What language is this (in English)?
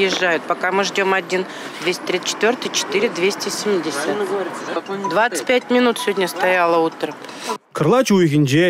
Chuvash